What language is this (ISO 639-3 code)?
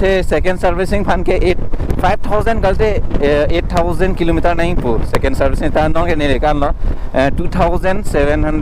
mjw